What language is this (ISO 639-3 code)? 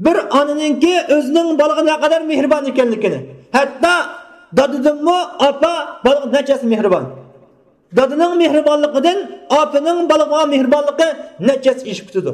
uig